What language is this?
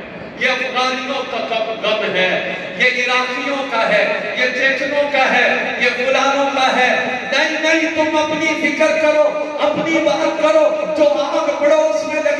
Urdu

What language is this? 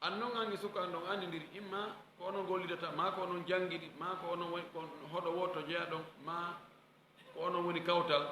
Fula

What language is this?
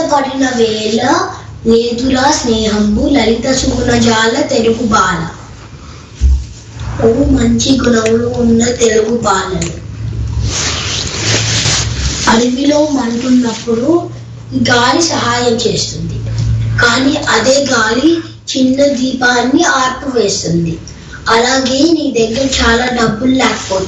Telugu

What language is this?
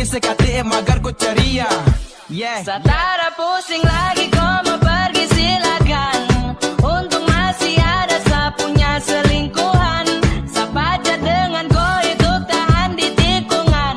Manado Malay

